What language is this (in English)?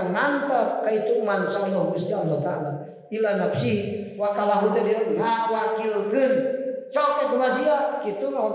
Sundanese